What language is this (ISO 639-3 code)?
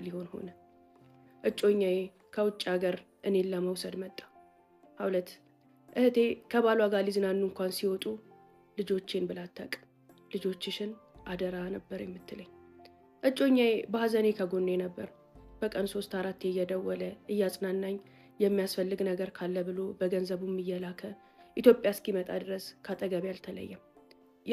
amh